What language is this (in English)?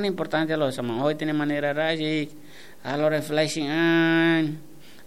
Tetum